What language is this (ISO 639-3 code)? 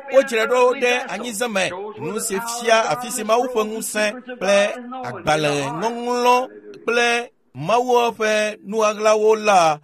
ewe